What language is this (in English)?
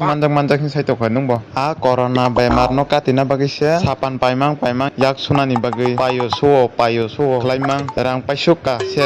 Kok Borok